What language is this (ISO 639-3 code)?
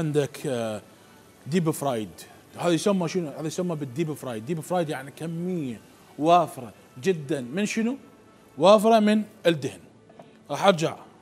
acm